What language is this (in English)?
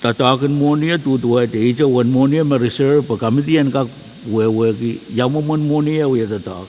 Pohnpeian